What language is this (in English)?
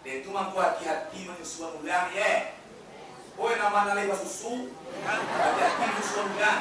Minangkabau